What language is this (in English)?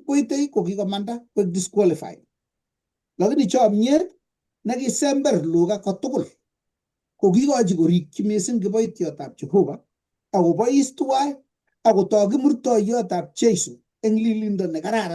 Kalenjin